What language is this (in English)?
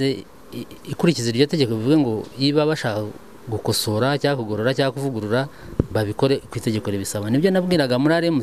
Kinyarwanda